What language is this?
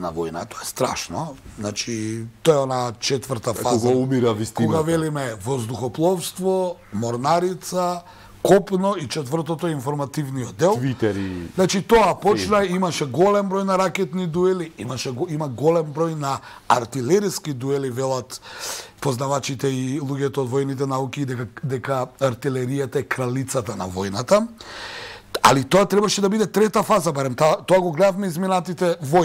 Macedonian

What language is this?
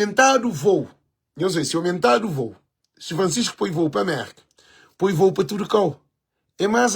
Kabuverdianu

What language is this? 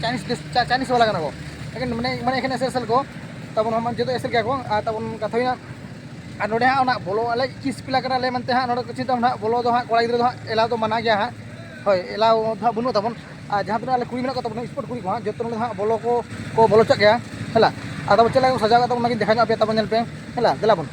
Santali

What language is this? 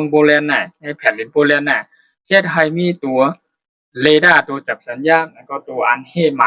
Shan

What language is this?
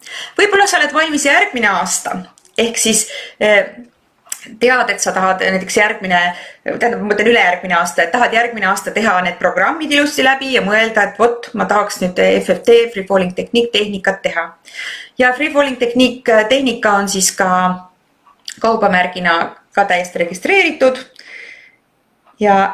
Estonian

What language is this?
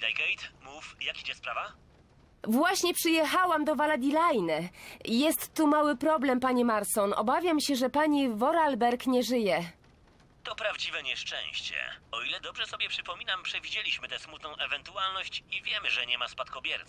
Polish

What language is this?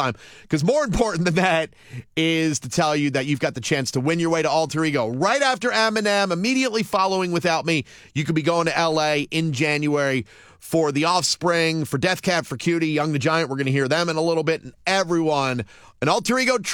English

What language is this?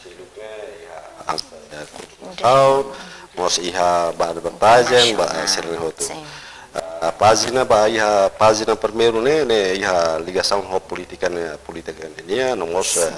Tetum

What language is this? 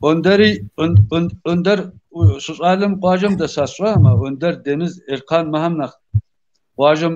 Kabardian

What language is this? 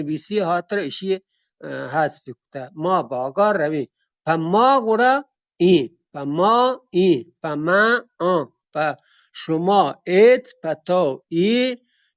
Eastern Balochi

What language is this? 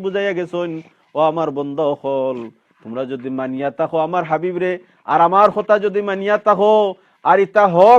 Sylheti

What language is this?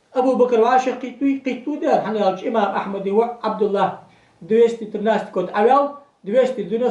Ingush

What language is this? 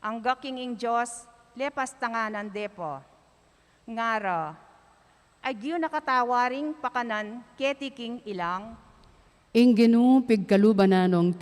Pampanga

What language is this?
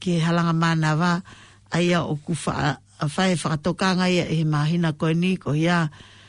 Tongan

